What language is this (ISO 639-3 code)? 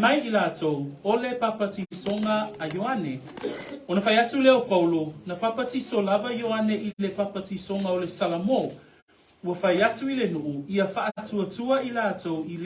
smo